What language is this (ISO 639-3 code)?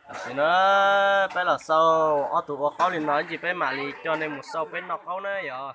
hmn